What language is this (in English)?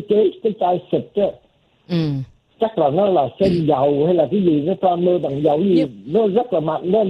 Vietnamese